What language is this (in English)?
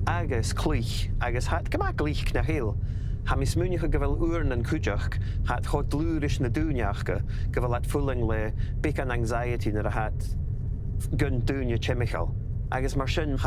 Scottish Gaelic